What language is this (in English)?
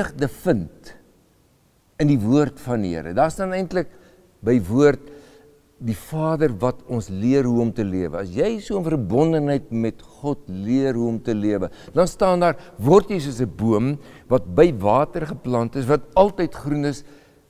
Afrikaans